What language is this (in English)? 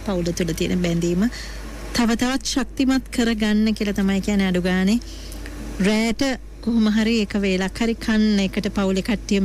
Sinhala